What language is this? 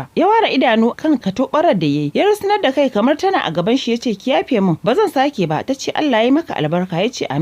Hausa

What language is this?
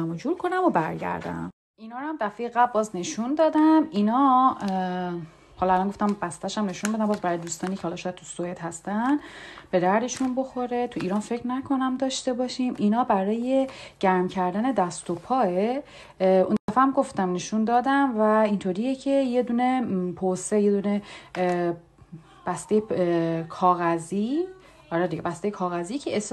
Persian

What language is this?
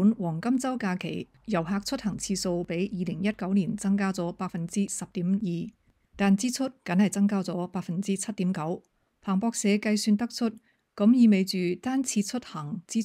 Cantonese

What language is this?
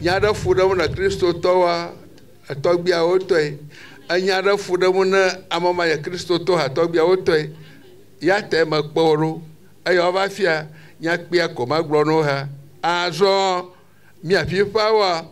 Ewe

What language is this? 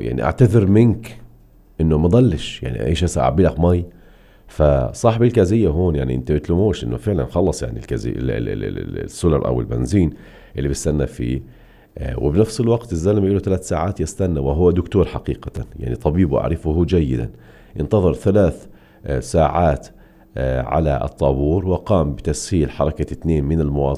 North Levantine Arabic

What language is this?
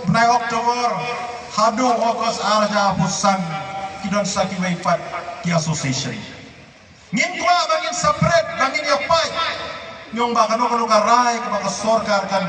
Khasi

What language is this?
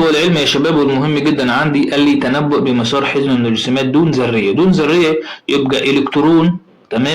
Egyptian Arabic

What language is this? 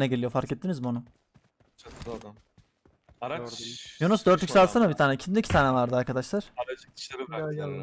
Turkish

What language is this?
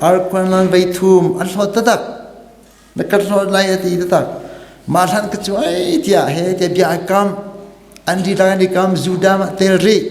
Hakha Chin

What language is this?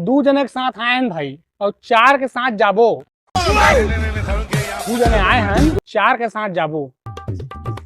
Chhattisgarhi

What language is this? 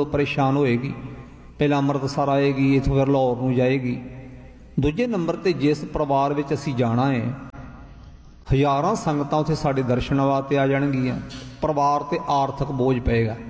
Punjabi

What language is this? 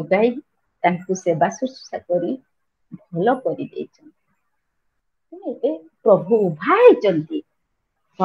Odia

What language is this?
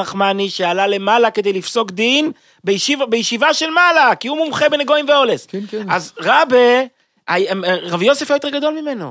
Hebrew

